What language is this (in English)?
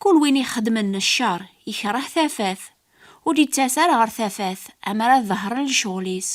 Kabyle